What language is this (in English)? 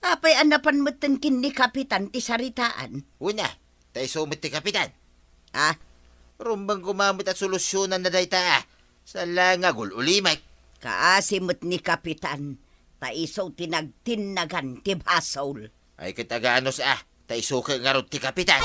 Iloko